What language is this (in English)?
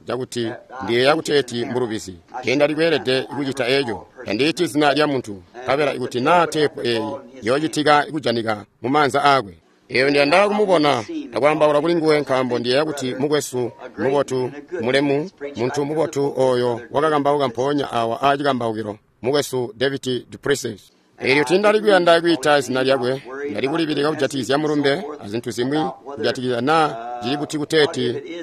Tonga (Zambia)